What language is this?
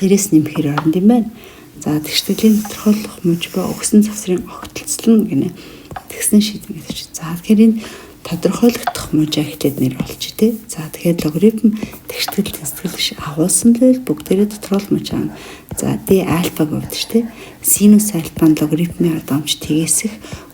Mongolian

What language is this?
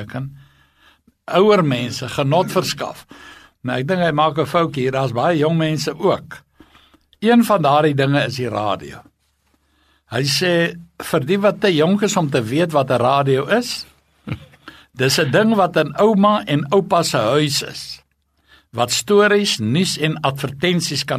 Afrikaans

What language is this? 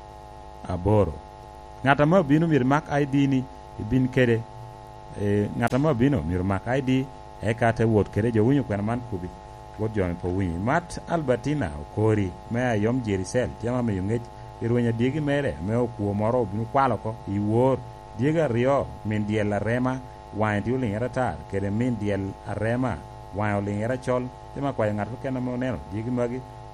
Lango (Uganda)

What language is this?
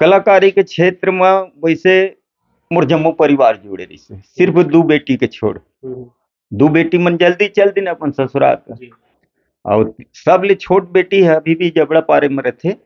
Chhattisgarhi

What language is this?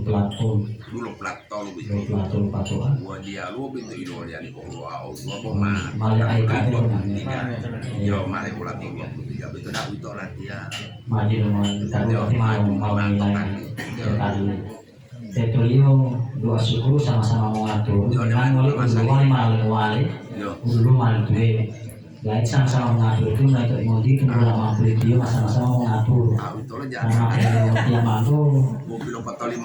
Gorontalo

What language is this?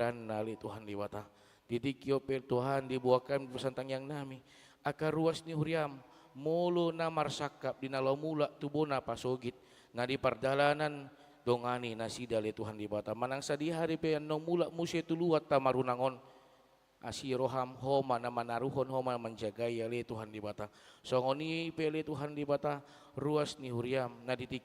Batak Toba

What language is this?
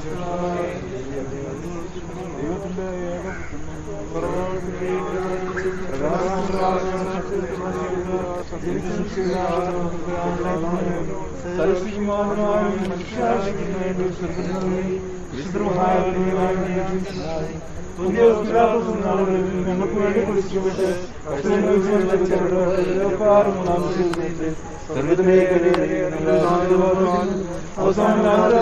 Malayalam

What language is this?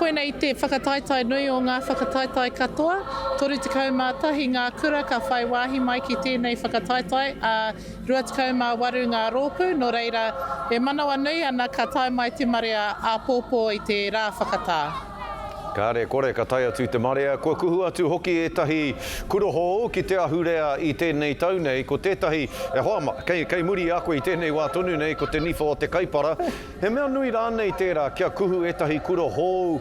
Māori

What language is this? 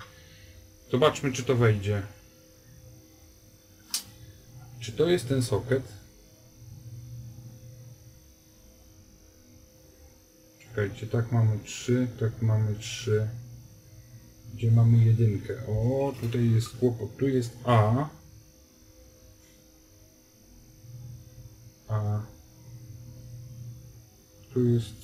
Polish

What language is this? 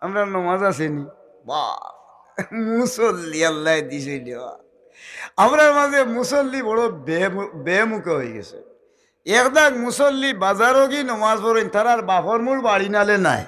Sylheti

